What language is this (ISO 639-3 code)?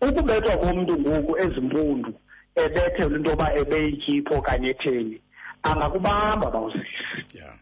xho